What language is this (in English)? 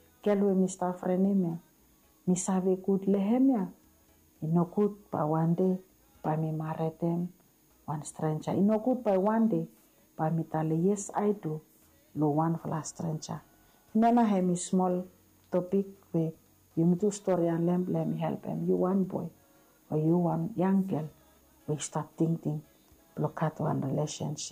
Bislama